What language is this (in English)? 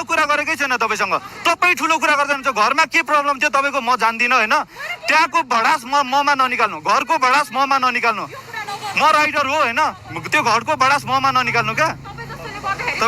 Nepali